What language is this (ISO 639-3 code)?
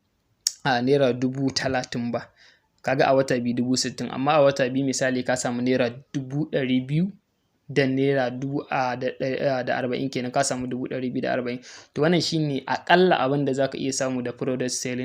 hau